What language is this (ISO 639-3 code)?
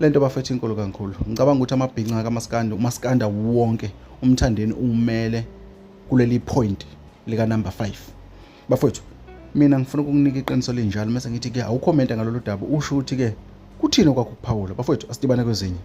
zul